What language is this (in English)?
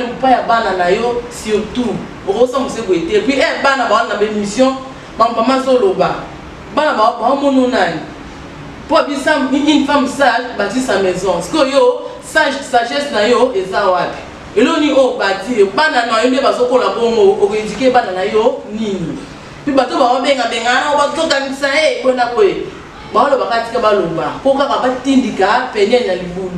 Lingala